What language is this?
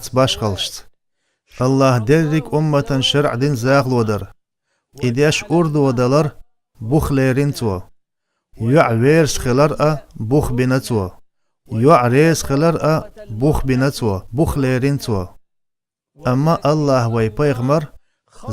Chechen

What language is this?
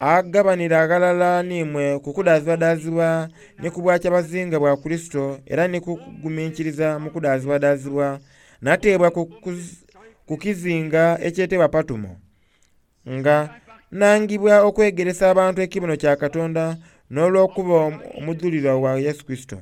Soga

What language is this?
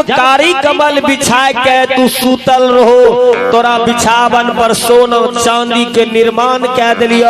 Maithili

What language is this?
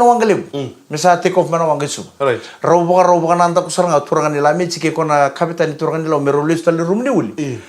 Fijian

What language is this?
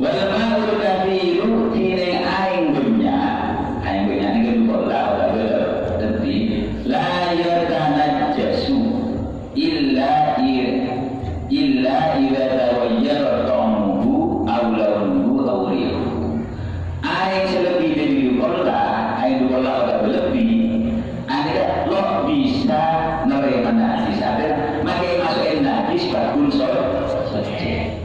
Madurese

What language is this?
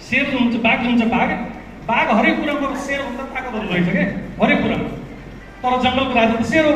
Nepali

